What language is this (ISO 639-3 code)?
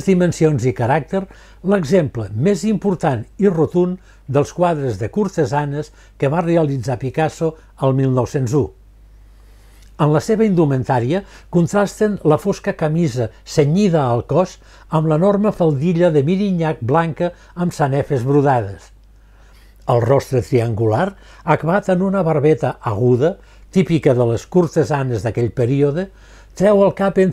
cat